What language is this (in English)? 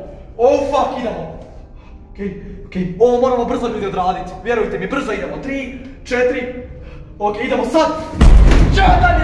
Croatian